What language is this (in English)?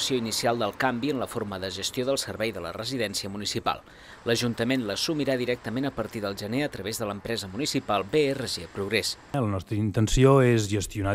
Catalan